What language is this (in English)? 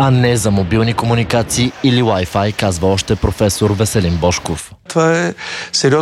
Bulgarian